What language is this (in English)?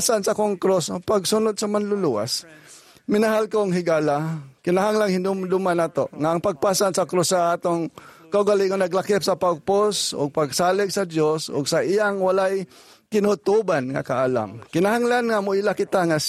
Cebuano